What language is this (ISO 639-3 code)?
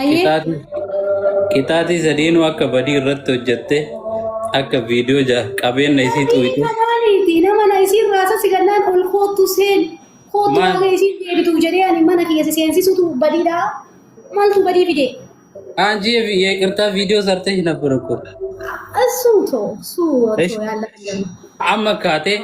orm